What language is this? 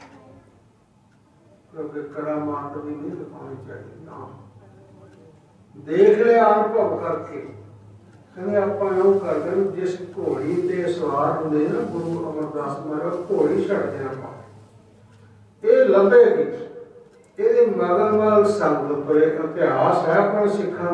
Punjabi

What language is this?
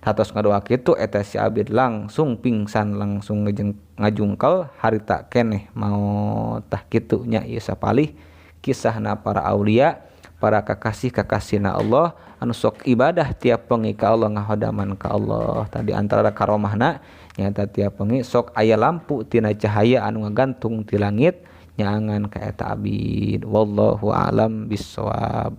Sundanese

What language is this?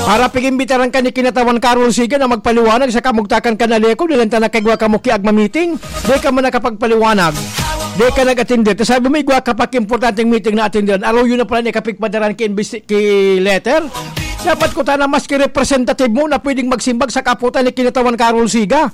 Bikol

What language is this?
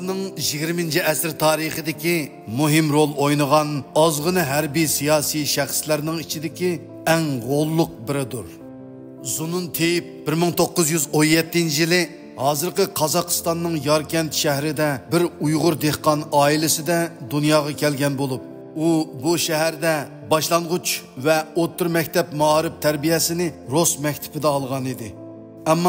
Uyghur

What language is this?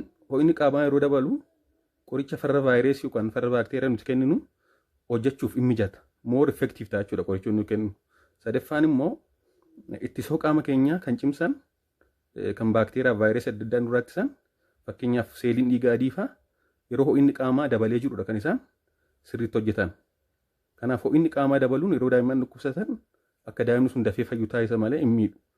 Oromo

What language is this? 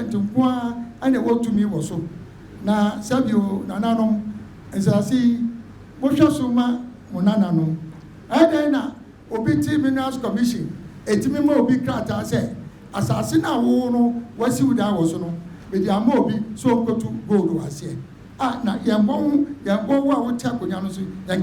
Akan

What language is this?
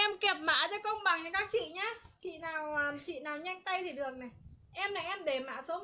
Vietnamese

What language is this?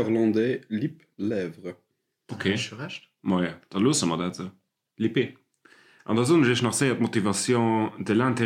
Luxembourgish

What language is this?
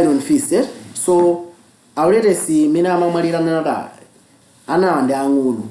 Nyanja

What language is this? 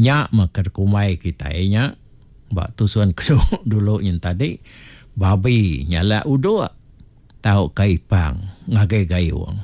Iban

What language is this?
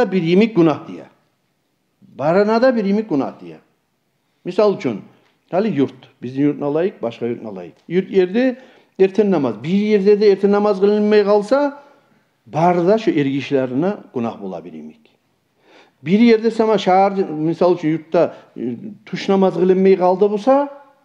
Kumyk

